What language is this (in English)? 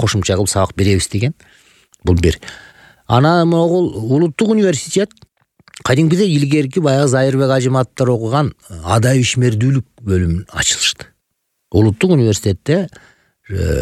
Kyrgyz